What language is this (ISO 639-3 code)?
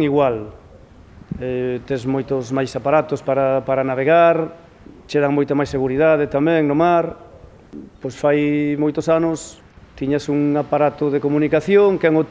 glg